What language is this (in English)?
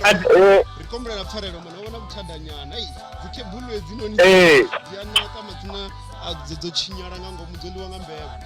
Venda